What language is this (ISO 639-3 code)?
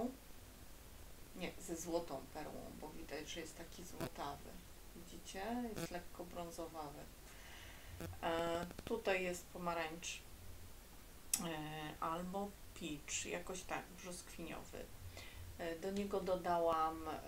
pol